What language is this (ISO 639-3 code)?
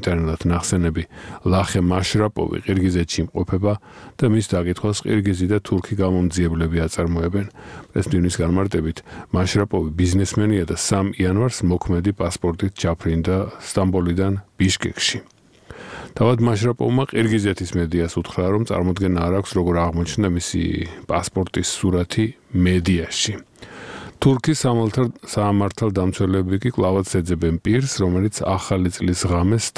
kat